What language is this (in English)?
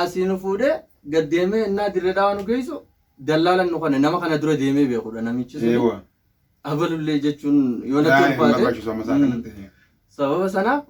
Oromo